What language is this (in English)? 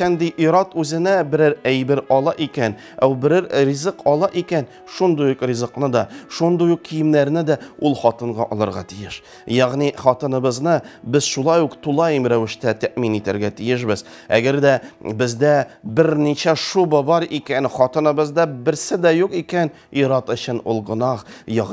Tatar